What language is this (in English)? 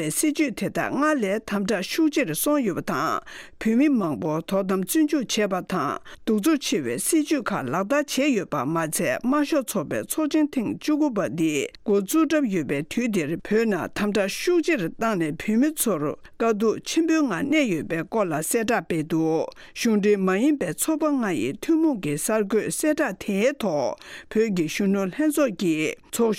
Tibetan